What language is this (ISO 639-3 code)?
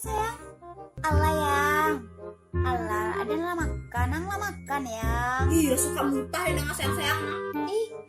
min